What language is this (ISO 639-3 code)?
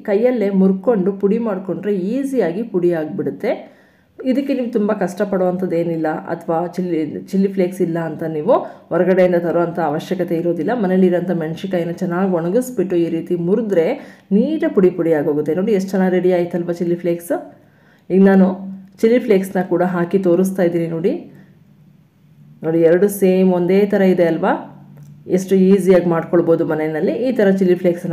kan